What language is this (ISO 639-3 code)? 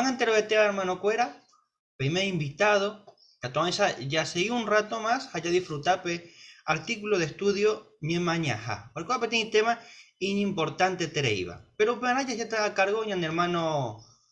grn